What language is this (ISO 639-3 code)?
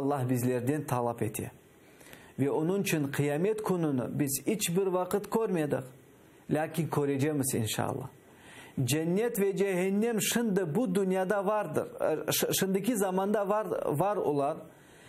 crh